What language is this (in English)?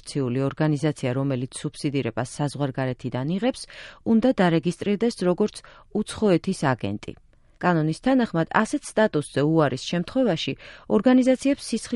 Georgian